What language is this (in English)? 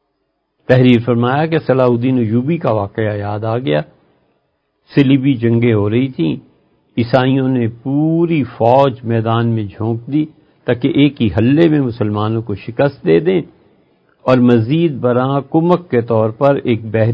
Urdu